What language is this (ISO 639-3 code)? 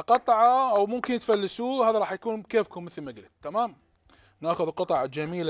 acm